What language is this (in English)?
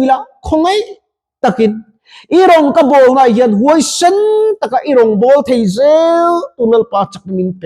Mizo